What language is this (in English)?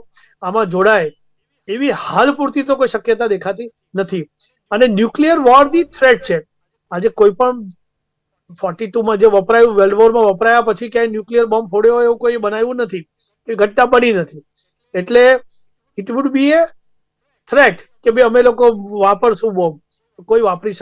Gujarati